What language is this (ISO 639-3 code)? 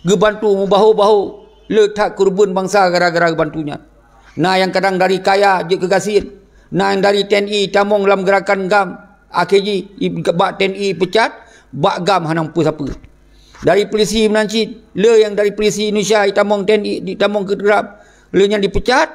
ace